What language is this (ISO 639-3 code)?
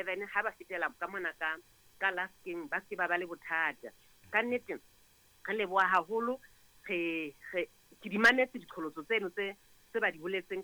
sot